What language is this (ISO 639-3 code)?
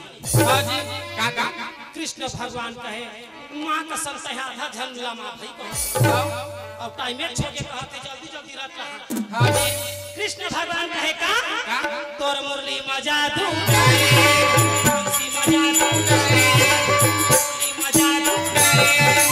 hne